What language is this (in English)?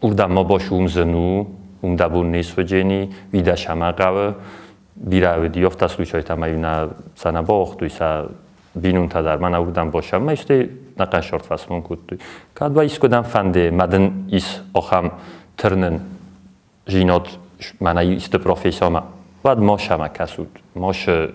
Ossetic